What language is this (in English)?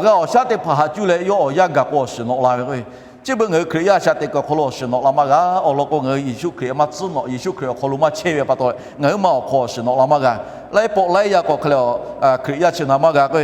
Lahu